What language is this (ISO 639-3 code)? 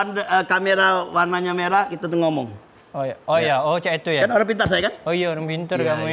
mui